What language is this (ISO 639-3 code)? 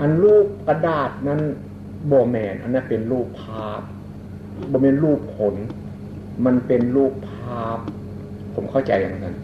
tts